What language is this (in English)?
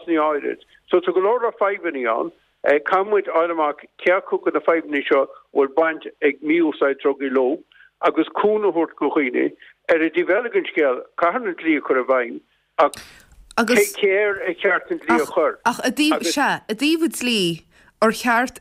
Irish